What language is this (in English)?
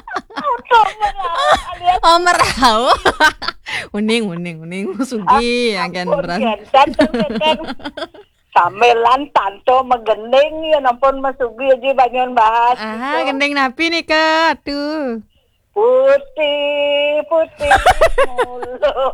Balinese